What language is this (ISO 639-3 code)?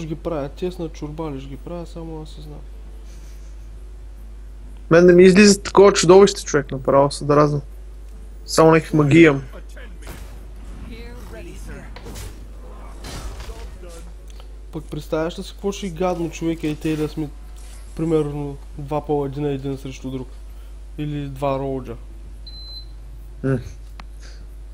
bul